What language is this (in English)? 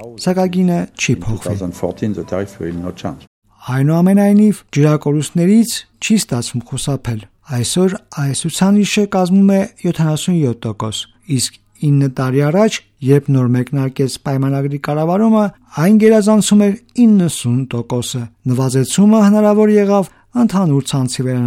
Armenian